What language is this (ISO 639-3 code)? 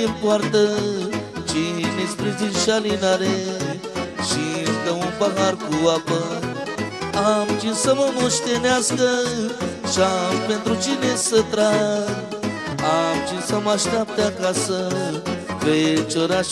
ron